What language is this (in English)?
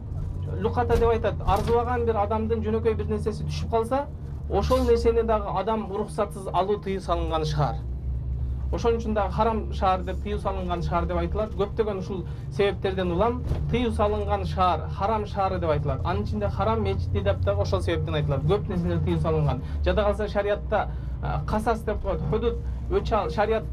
Kyrgyz